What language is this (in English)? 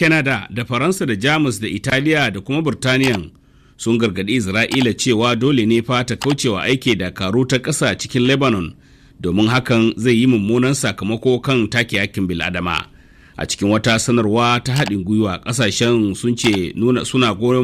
Hausa